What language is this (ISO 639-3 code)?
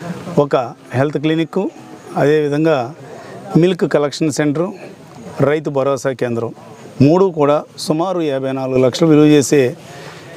tel